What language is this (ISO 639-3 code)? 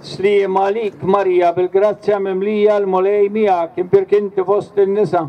mlt